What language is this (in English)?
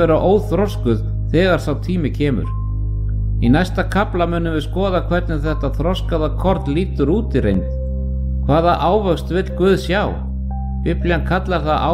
Icelandic